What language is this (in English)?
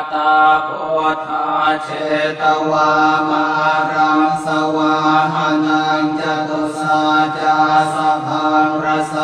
Pali